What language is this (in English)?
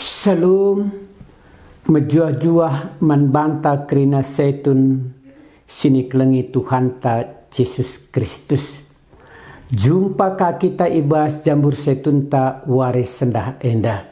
Batak Karo